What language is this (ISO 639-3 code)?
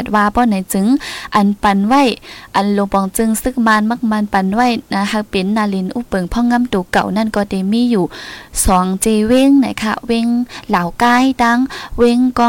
tha